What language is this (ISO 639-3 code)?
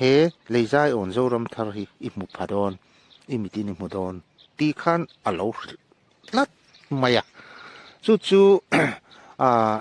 lus